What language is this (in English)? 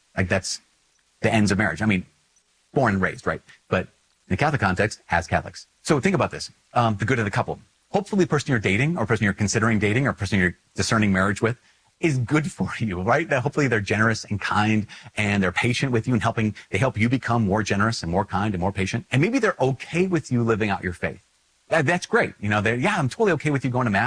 English